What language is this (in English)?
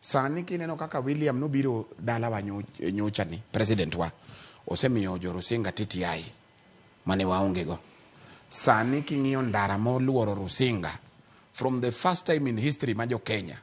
Luo (Kenya and Tanzania)